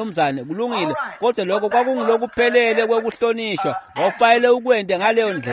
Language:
Swati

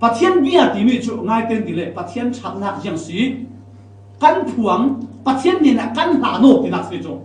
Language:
Falam Chin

